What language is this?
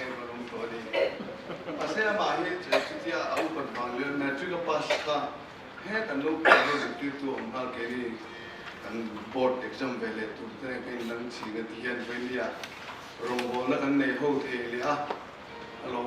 Mizo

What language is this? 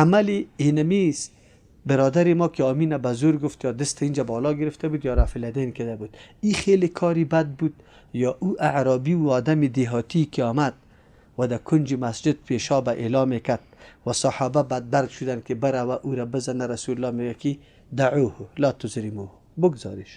Persian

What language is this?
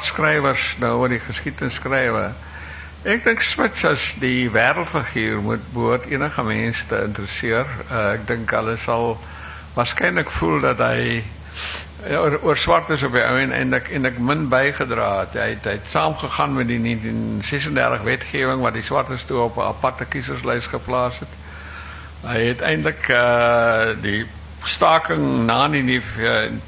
Afrikaans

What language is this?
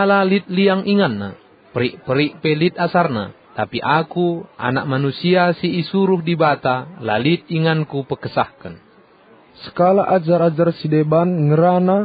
Batak Karo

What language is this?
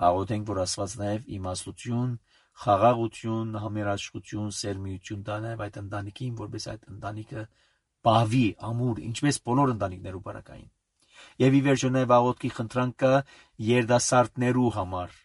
Armenian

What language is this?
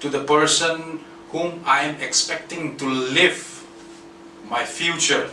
Hmar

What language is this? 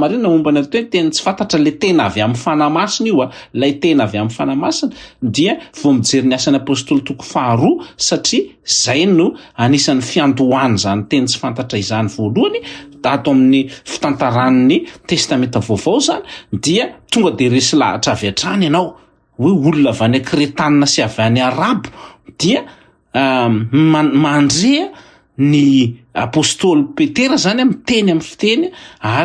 Malagasy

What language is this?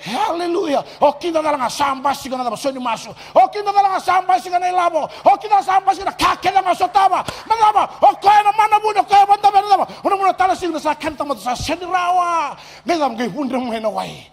Fijian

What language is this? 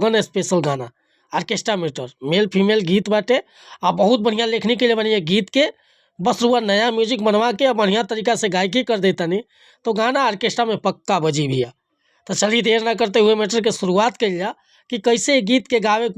Bhojpuri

